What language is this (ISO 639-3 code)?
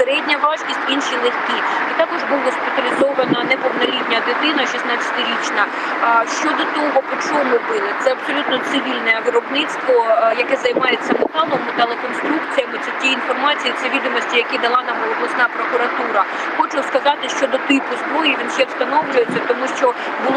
ukr